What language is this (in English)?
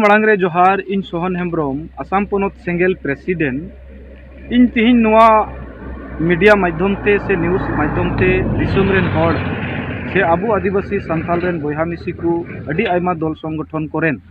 Santali